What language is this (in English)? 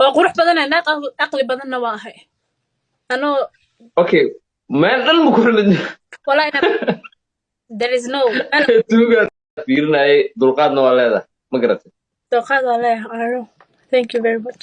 Somali